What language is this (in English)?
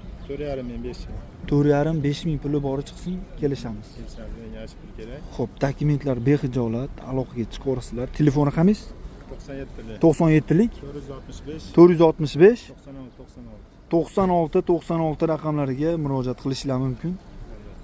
Uzbek